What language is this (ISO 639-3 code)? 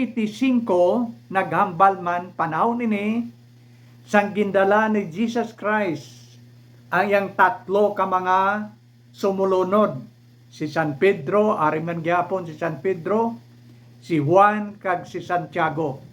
hil